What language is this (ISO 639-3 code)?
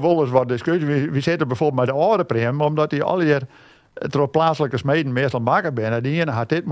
fry